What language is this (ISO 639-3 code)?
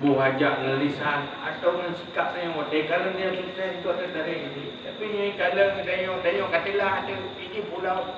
ace